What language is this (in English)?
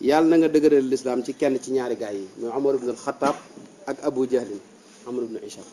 Wolof